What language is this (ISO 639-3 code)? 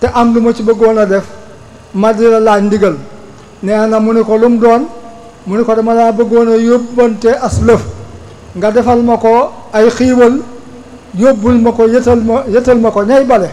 wol